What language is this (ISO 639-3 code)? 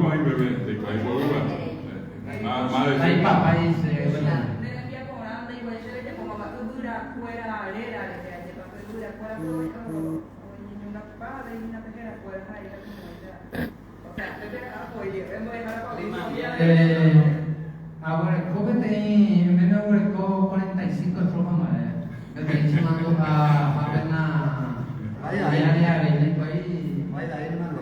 grn